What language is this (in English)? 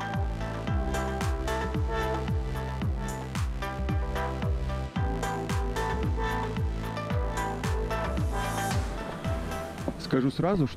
Kazakh